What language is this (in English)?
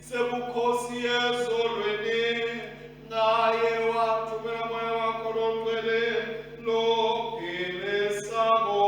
Swati